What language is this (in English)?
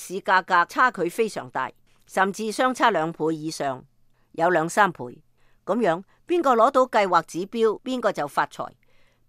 Cantonese